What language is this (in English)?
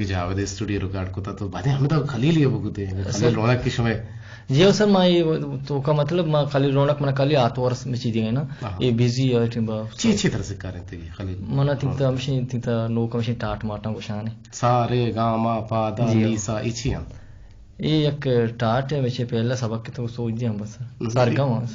Eastern Balochi